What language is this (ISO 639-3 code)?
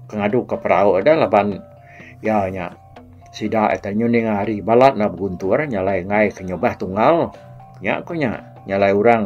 iba